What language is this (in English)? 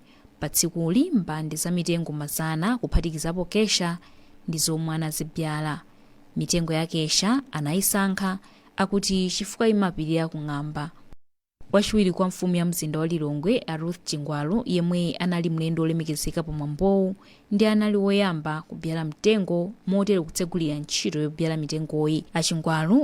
Nyanja